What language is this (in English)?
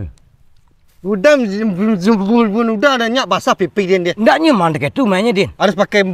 Minangkabau